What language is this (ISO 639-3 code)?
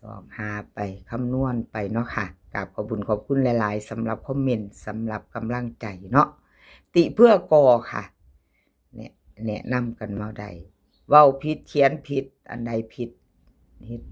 tts